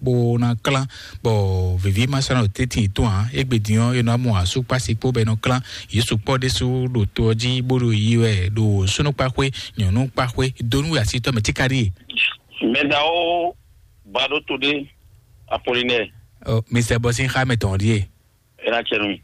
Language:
Fon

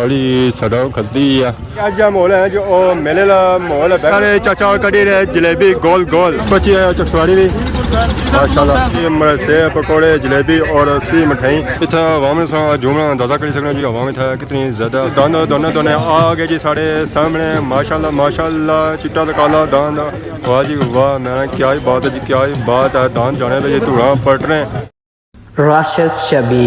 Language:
Pahari-Potwari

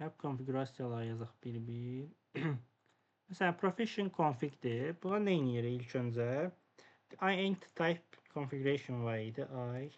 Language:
Azerbaijani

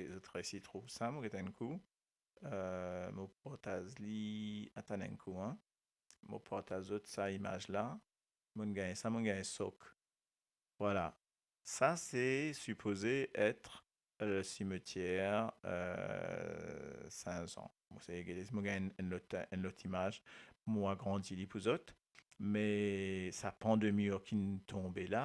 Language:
Morisyen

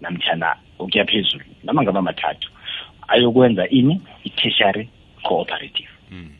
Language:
South Ndebele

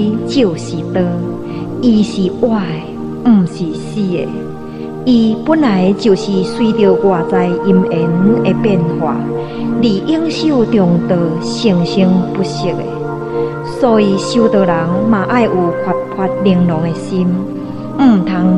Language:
Min Nan Chinese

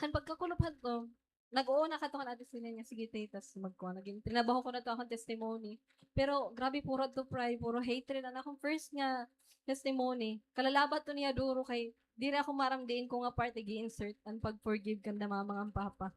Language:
Waray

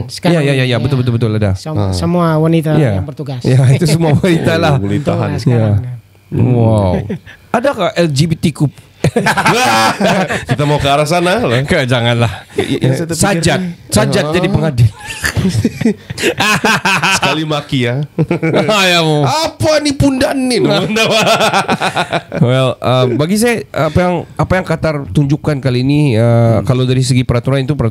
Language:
Malay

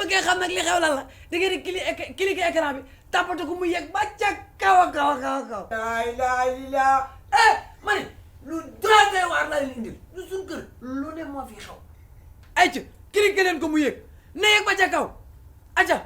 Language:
Wolof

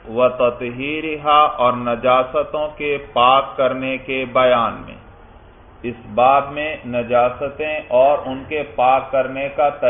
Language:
Urdu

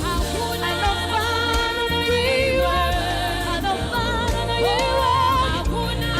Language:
Venda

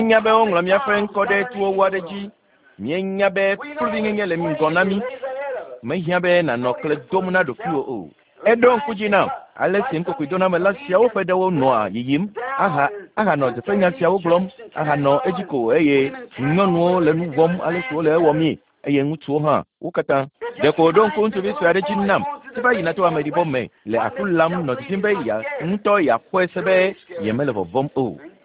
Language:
Ewe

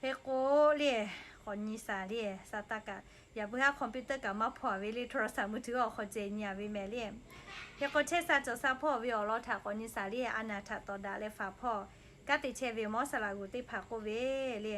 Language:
Lahu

